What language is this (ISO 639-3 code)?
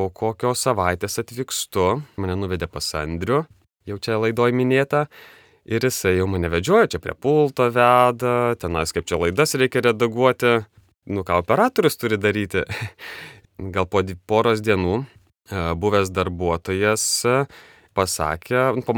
lit